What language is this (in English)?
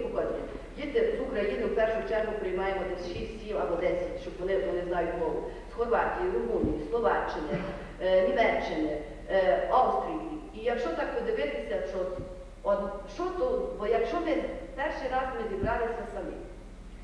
Ukrainian